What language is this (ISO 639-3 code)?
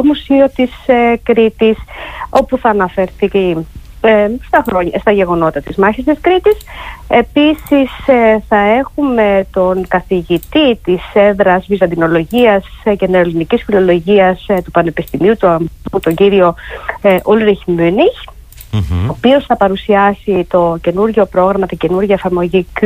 ell